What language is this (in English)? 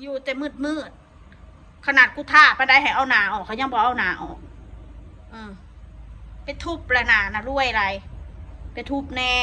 Northeastern Thai